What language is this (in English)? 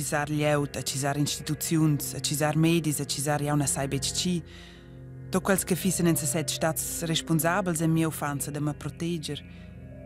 Romansh